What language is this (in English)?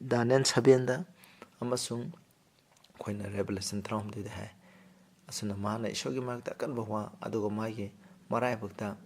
Manipuri